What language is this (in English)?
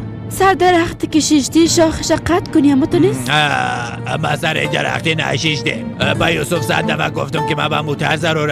Persian